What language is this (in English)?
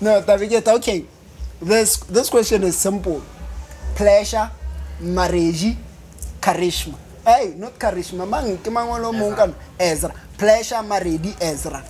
Northern Sotho